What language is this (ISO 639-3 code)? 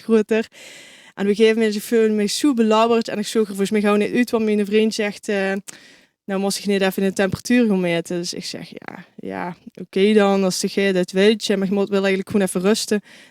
lim